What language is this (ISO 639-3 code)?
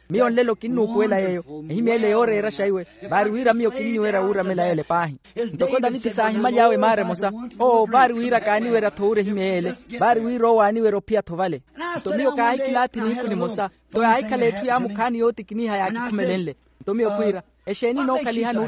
vmw